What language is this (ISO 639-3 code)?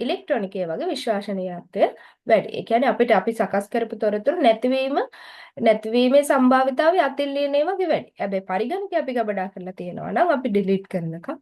sin